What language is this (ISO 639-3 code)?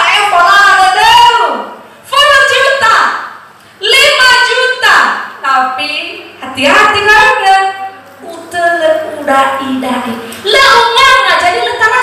nia